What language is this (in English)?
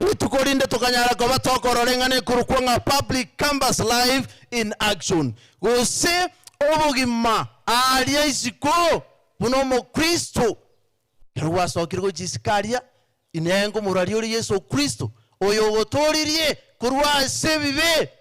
Gusii